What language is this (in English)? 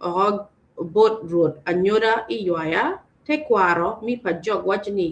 Acoli